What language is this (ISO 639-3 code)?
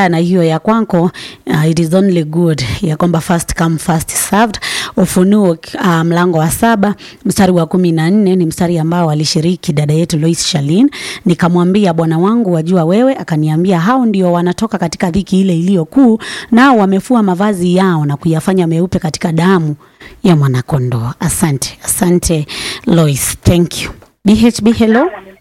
swa